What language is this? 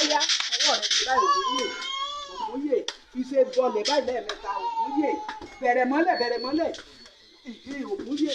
Yoruba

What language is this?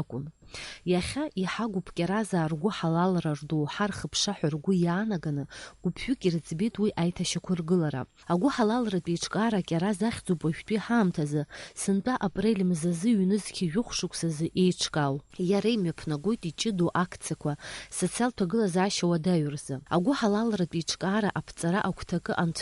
Abkhazian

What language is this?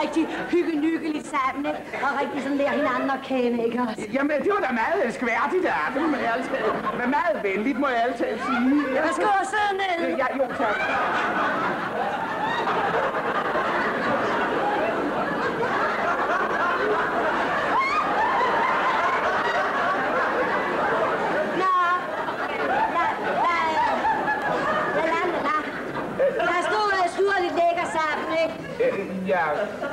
Danish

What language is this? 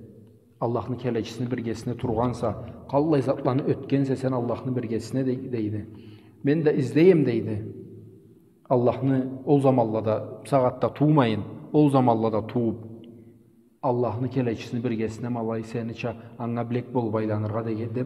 Karachay-Balkar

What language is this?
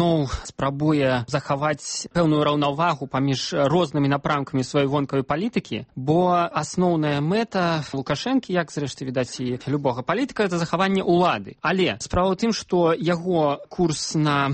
Belarusian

